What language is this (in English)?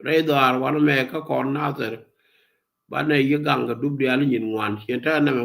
Nuer